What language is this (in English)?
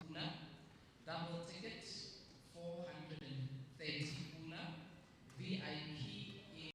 Tswana